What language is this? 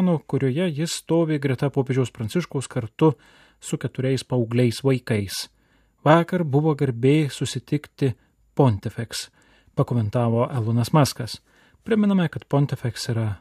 Lithuanian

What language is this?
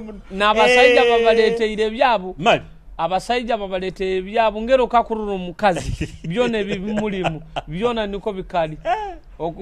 Nyoro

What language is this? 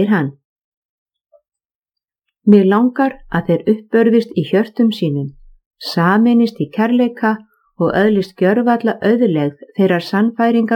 Icelandic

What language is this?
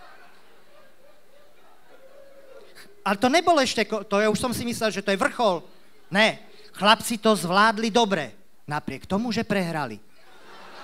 Slovak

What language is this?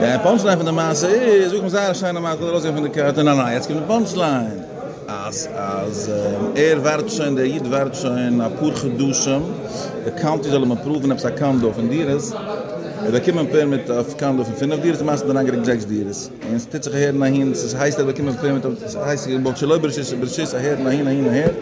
Yiddish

